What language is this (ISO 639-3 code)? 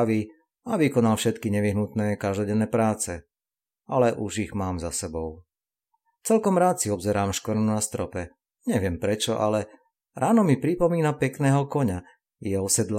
slk